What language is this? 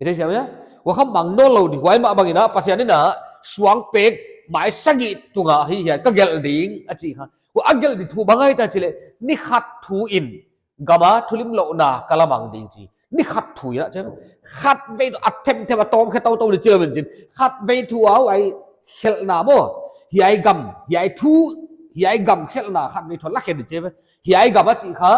Paite Chin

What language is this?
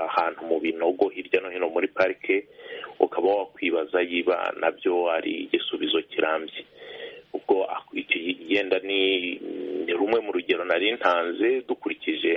Kinyarwanda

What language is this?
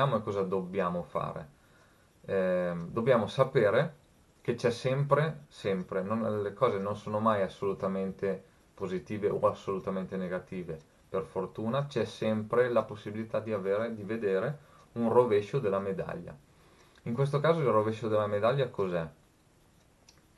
Italian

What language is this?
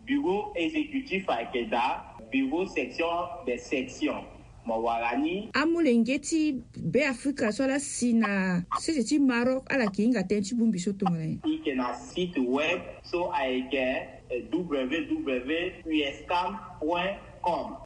Sango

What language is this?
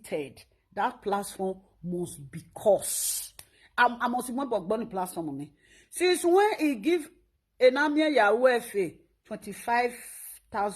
Nigerian Pidgin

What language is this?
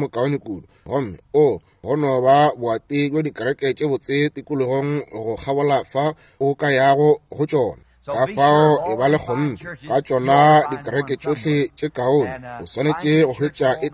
Northern Sotho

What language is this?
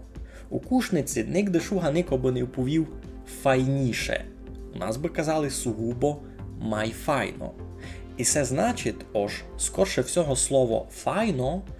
Rusyn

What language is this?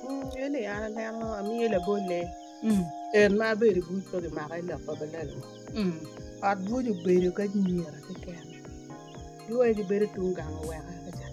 Acoli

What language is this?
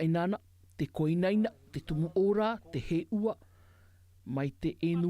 Tahitian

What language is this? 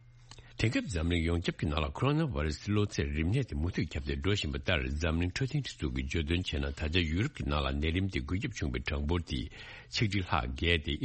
Tibetan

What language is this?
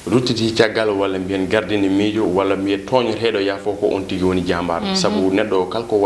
Fula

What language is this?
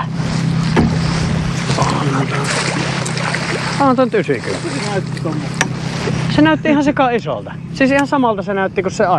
Finnish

